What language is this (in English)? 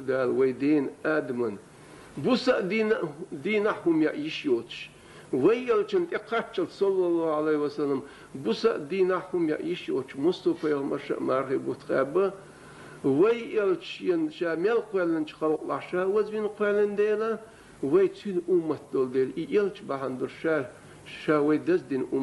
Chechen